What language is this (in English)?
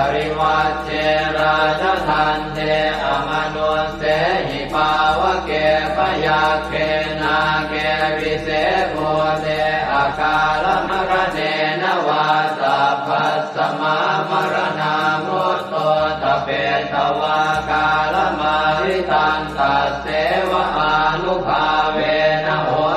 Pali